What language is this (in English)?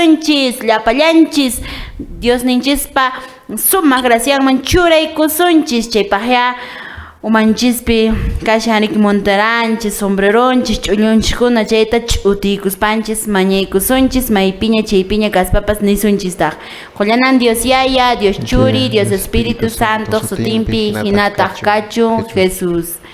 Quechua